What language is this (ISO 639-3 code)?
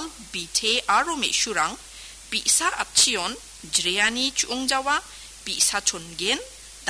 grt